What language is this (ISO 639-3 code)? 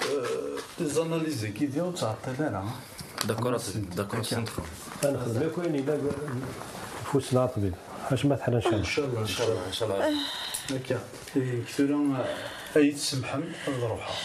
kab